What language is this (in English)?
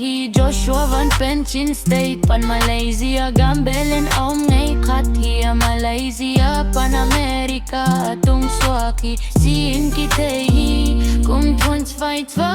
Tedim Chin